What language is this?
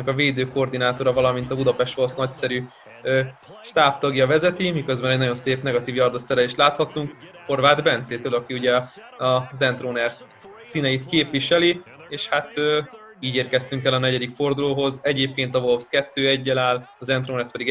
Hungarian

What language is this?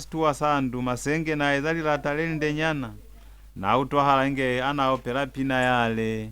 Lozi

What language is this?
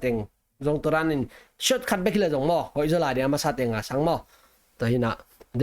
Tedim Chin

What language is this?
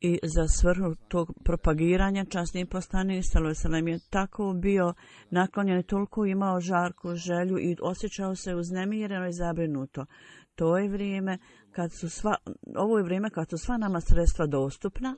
Bosnian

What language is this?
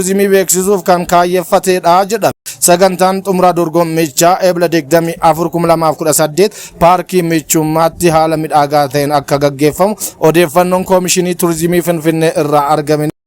Oromo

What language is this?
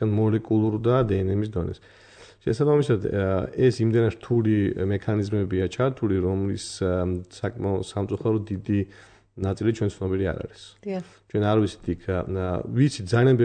Georgian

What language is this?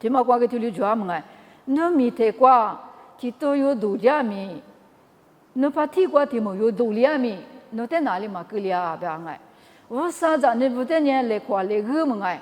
Lisu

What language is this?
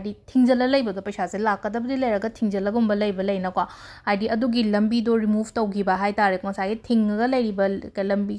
Manipuri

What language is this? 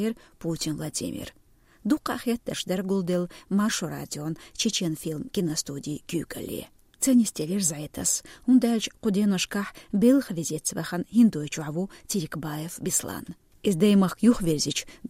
Chechen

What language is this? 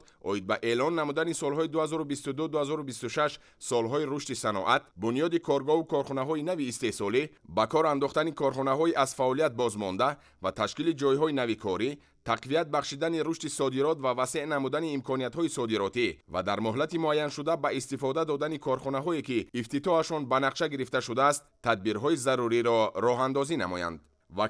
Tajik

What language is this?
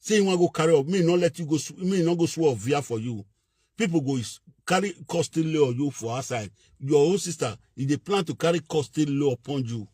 Nigerian Pidgin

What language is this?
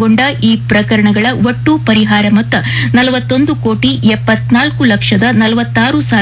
Kannada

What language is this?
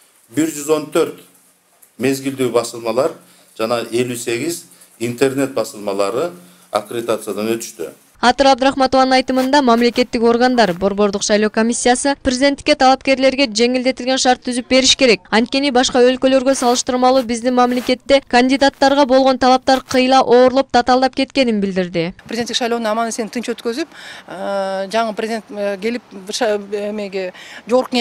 Kyrgyz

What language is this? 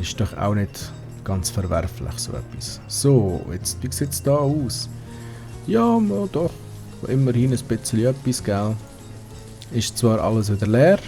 Swiss German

